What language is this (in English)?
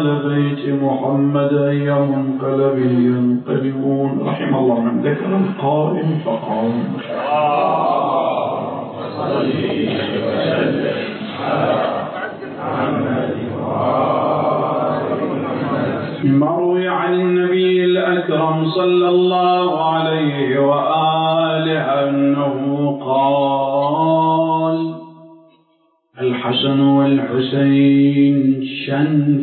Arabic